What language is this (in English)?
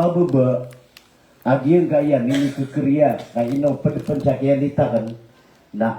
Maranao